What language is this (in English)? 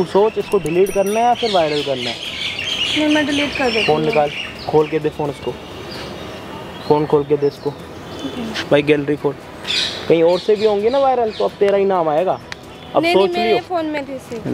Hindi